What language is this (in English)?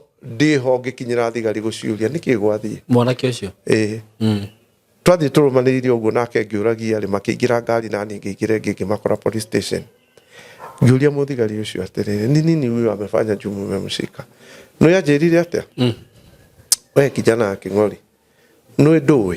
Kikuyu